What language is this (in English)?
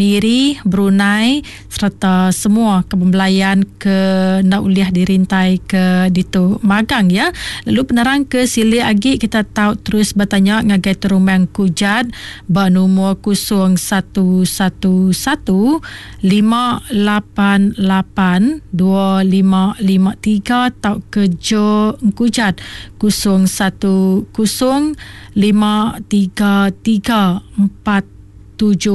Iban